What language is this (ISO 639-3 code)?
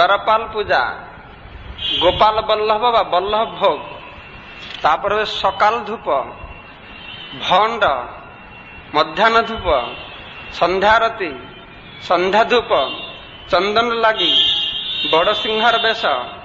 ben